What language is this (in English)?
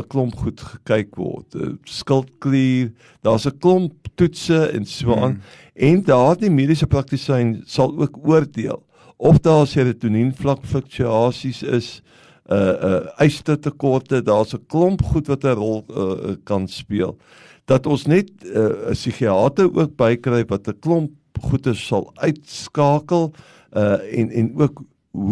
Afrikaans